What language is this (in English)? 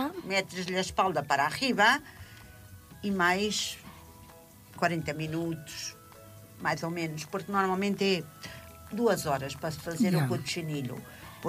Catalan